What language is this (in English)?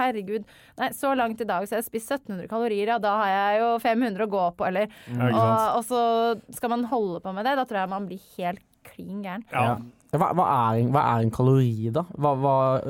Norwegian